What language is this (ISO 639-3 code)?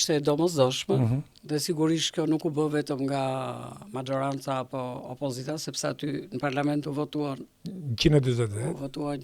sqi